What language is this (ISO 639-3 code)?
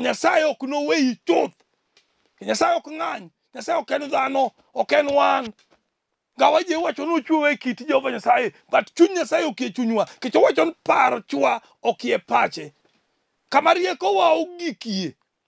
luo